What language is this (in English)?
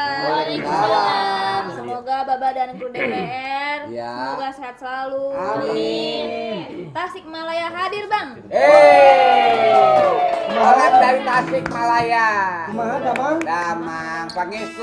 Betawi